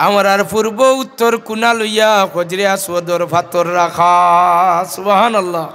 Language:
Sylheti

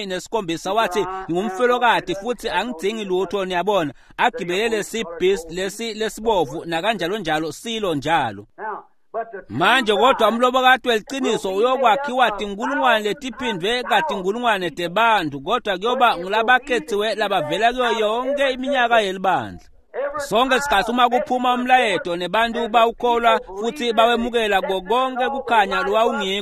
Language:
Swati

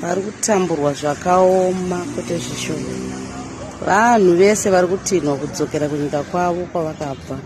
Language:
Shona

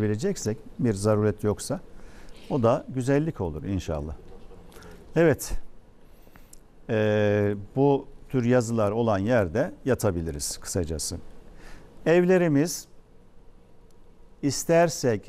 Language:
Turkish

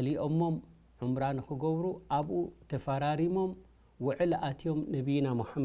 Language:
Tigrinya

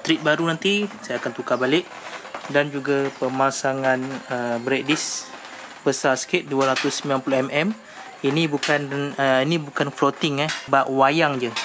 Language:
Malay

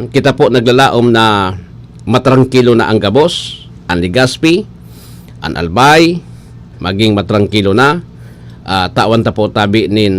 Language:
Bikol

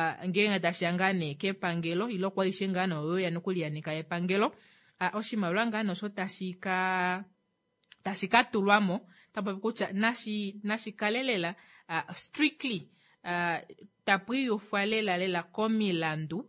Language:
Kuanyama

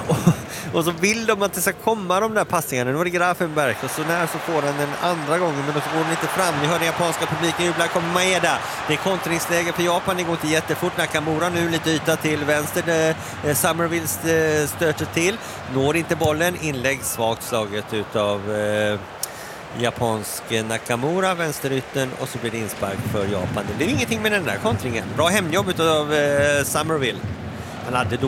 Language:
Swedish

